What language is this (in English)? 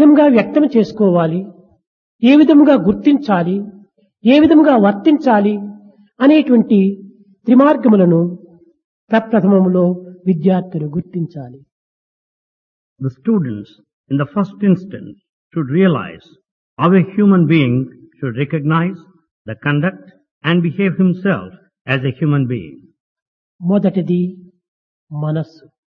Telugu